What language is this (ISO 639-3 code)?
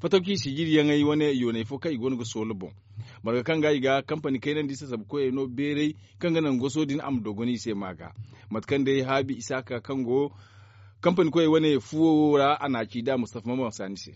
dje